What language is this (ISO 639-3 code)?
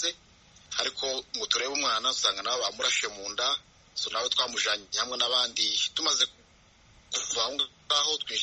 kin